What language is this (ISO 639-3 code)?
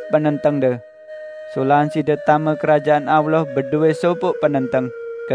sas